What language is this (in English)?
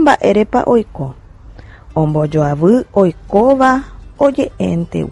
Guarani